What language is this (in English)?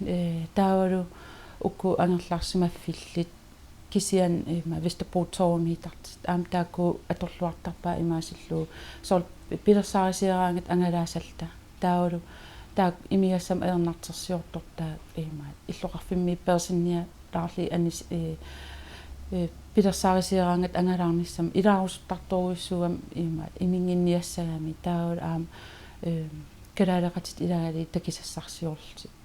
Kalaallisut